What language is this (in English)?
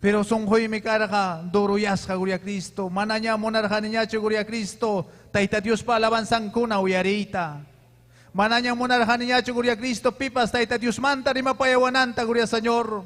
Ayacucho Quechua